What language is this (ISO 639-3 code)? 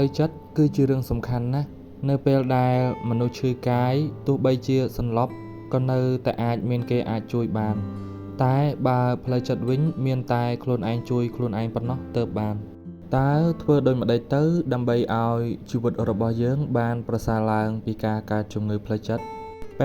khm